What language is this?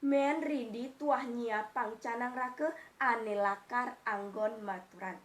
Balinese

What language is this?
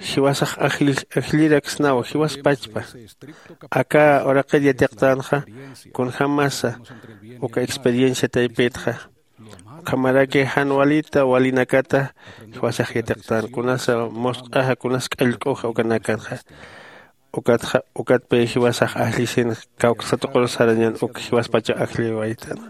Aymara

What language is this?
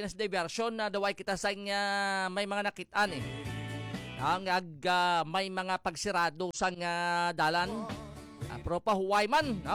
Hiligaynon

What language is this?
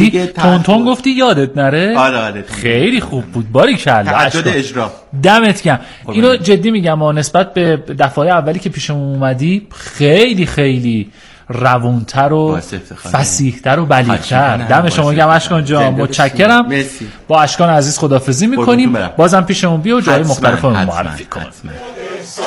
Persian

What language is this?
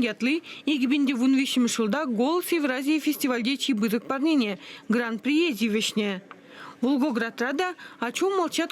Chuvash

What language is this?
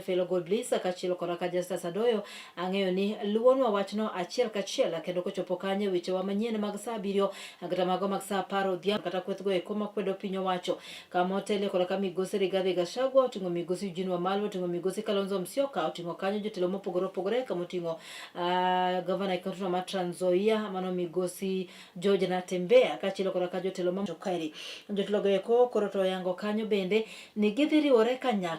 Luo (Kenya and Tanzania)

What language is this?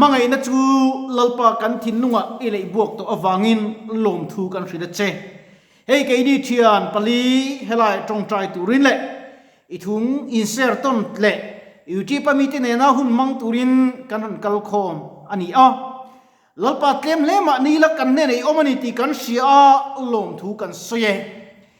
Mizo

